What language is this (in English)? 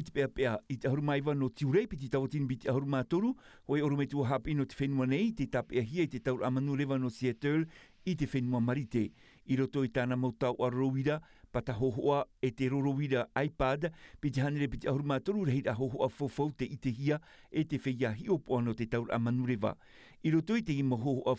Tahitian